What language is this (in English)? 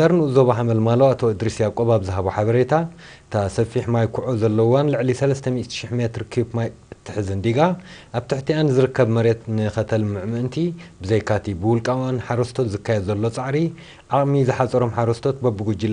Tigrinya